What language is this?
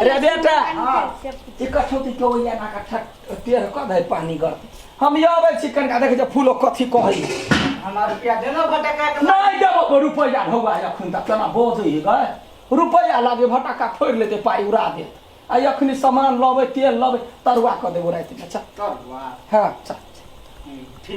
Maithili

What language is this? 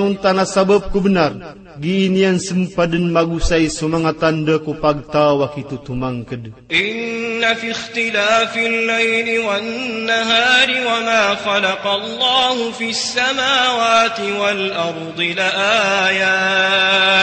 Maranao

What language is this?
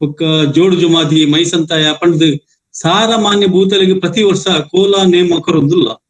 Tulu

